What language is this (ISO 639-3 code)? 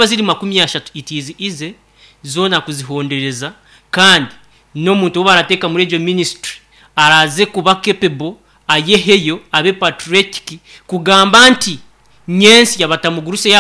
nyn